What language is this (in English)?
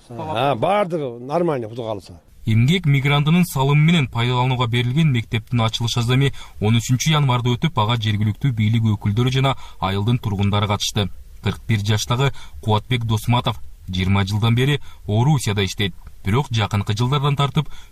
Kyrgyz